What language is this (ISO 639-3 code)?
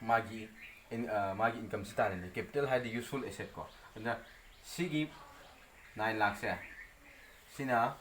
mni